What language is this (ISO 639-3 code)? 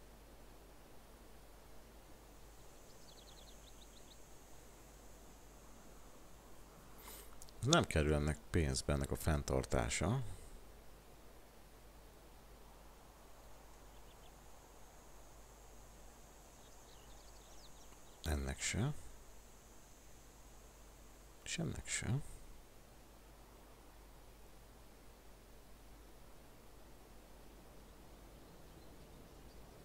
hun